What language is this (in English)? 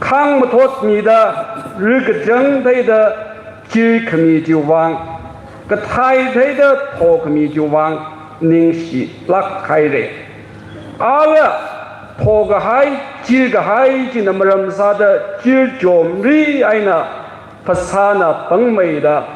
Tangkhul Naga (India)